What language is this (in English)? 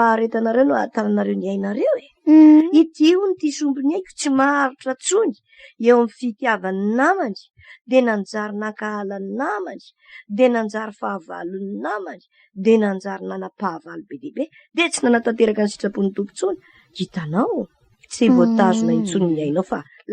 Malagasy